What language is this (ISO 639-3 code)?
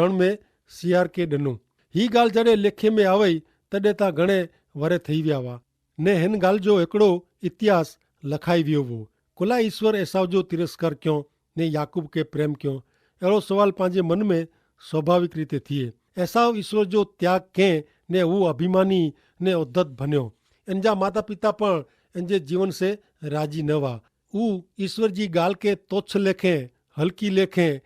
kfr